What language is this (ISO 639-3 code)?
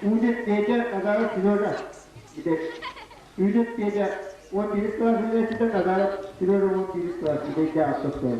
sah